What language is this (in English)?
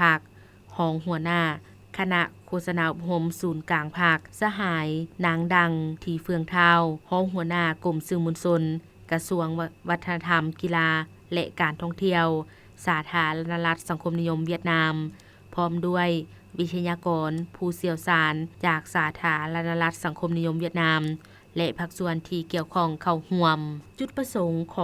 Lao